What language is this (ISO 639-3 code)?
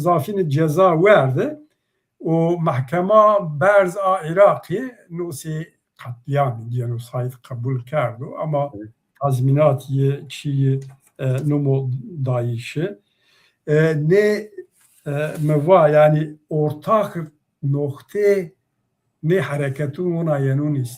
zza